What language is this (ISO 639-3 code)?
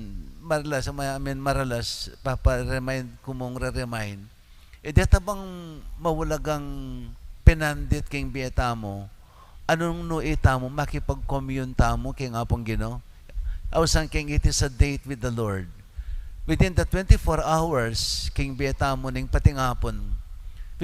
pam